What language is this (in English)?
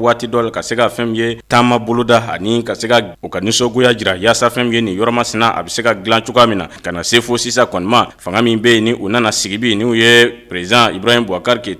Bambara